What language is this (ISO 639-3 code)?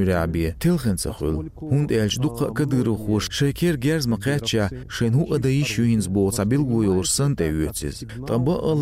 che